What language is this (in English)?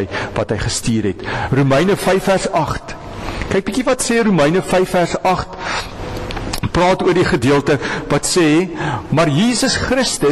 Afrikaans